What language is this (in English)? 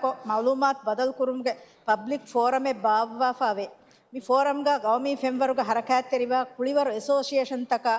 Divehi